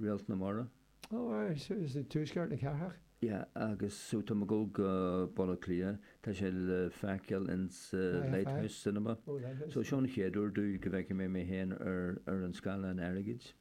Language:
Irish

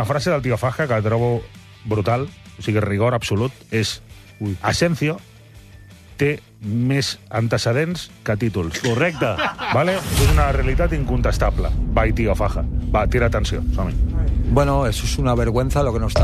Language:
Catalan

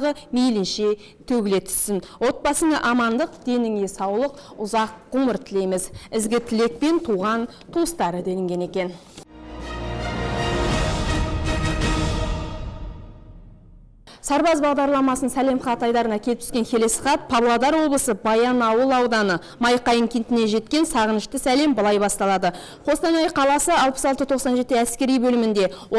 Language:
Kazakh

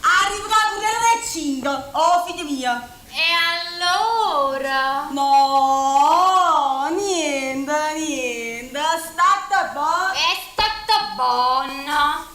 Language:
Neapolitan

